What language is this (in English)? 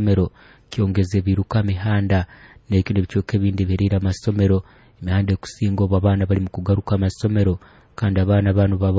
Nyoro